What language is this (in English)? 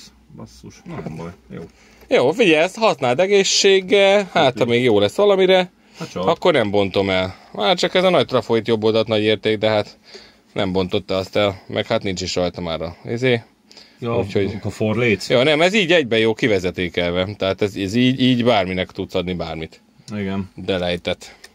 Hungarian